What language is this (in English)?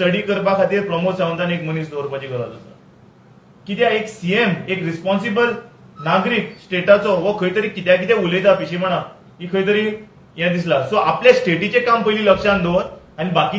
Konkani